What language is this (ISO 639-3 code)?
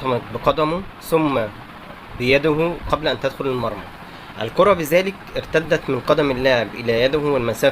arz